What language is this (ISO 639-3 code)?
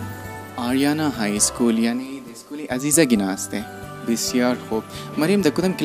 fas